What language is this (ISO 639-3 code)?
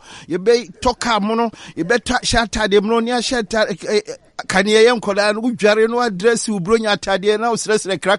aka